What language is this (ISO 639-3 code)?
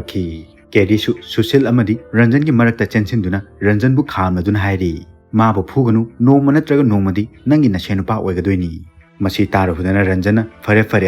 mni